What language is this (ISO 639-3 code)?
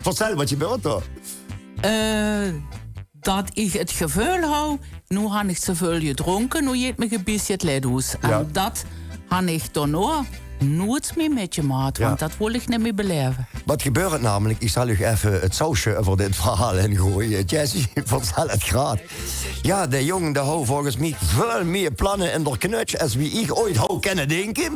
lim